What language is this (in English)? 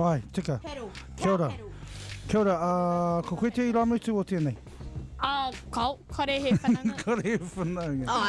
Māori